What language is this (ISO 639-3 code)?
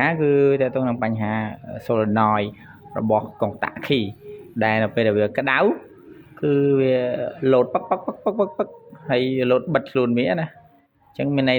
khm